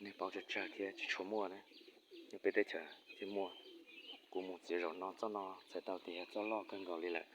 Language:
Hmong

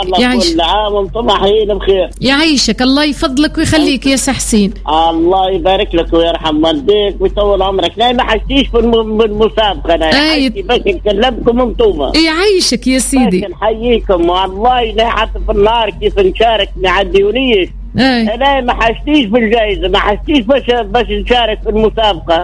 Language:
Tunisian Arabic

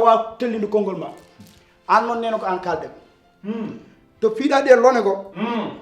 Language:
Fula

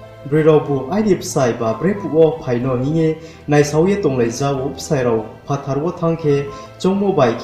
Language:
Riang (India)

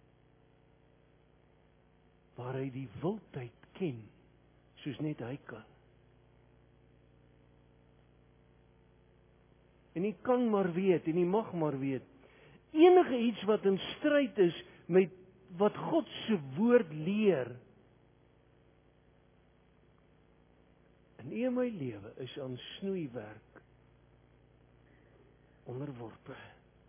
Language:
Afrikaans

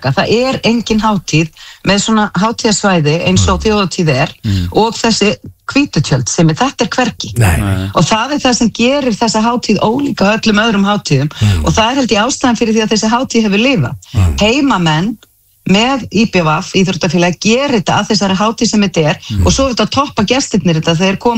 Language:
Icelandic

